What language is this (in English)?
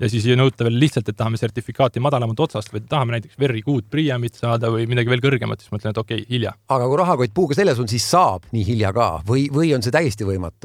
Estonian